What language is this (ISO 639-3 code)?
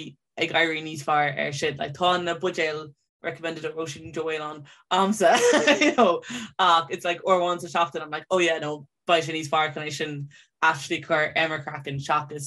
gle